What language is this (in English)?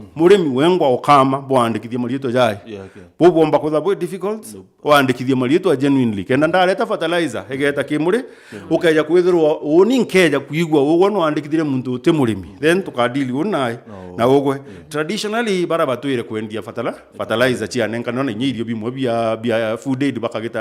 Meru